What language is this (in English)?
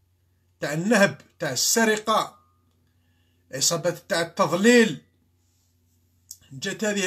Algerian Arabic